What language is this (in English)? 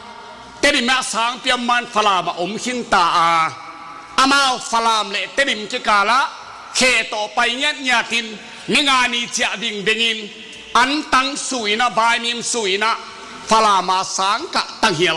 Tedim Chin